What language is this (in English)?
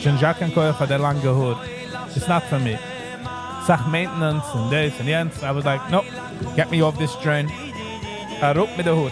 Yiddish